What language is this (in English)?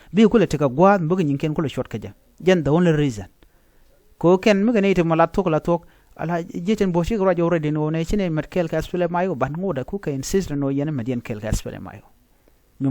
Nuer